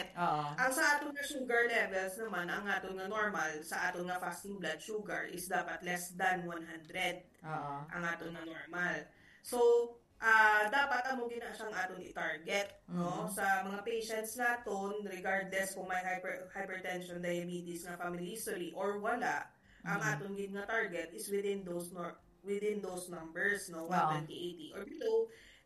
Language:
Hiligaynon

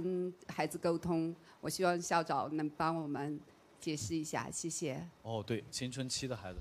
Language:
Chinese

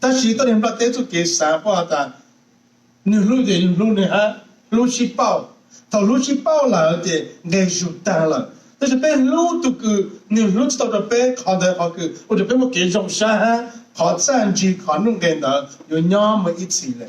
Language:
Hmong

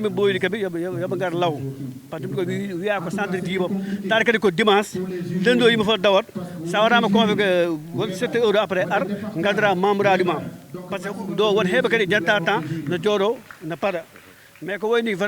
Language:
Fula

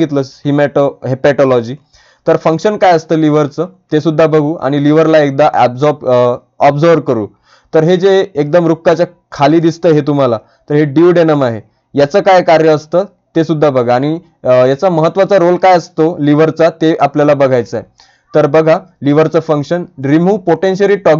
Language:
Marathi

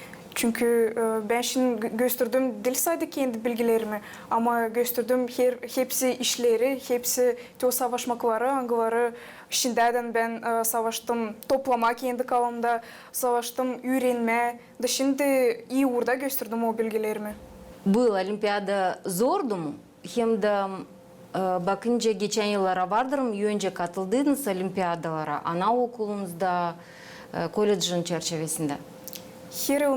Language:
Gagauz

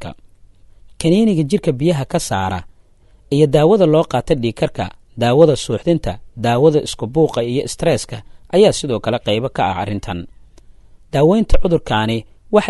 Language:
Somali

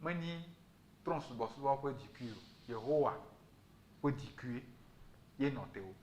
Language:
Ewe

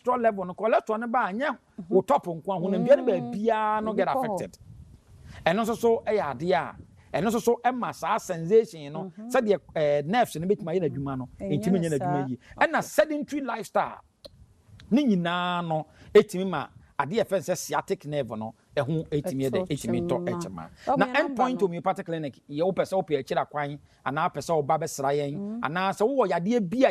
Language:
Akan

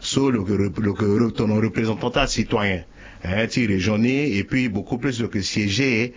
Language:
Sango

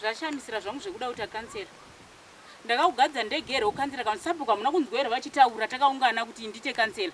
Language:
Shona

